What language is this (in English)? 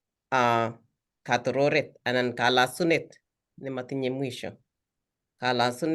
Kalenjin